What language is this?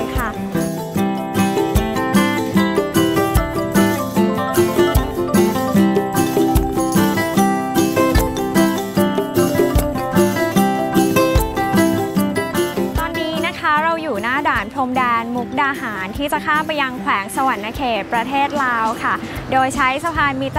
Thai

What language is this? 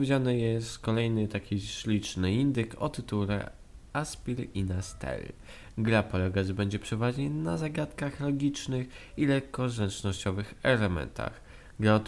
Polish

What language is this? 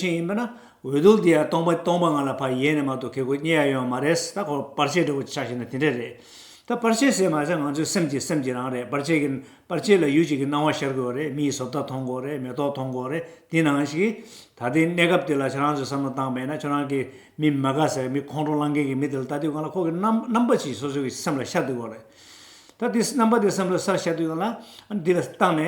Tibetan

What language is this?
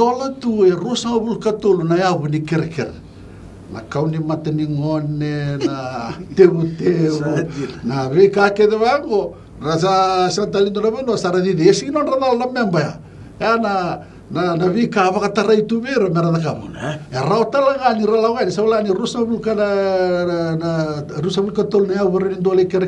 Fijian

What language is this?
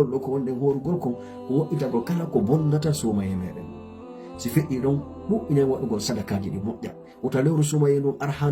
Pular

